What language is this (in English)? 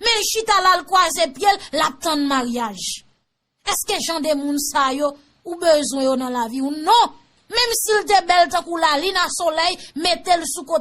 Haitian Creole